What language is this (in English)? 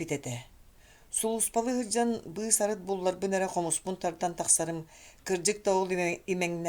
Yakut